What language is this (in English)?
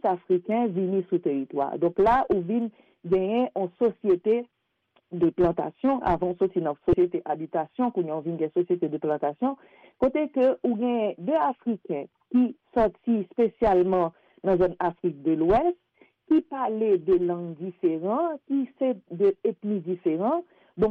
Haitian Creole